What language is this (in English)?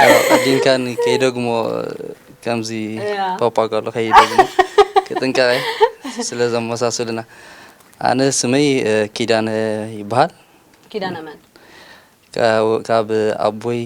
Tigrinya